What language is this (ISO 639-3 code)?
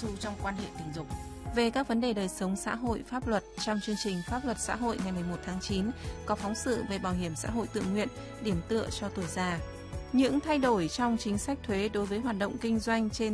vie